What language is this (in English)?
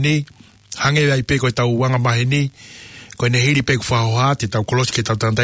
Tongan